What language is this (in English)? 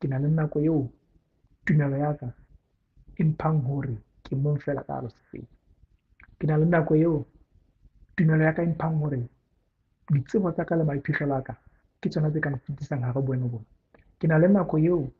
Southern Sotho